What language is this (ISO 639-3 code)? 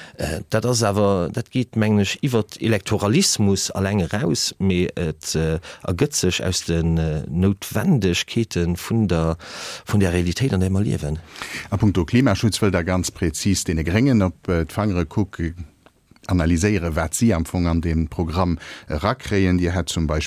ltz